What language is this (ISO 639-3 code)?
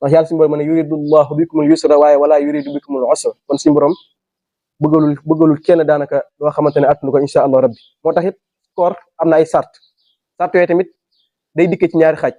wol